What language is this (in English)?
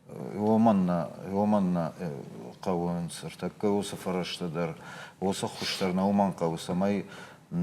Ossetic